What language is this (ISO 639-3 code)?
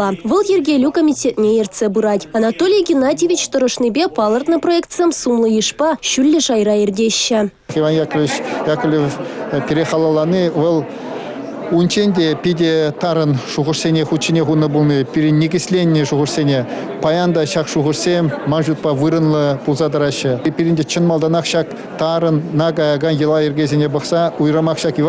chv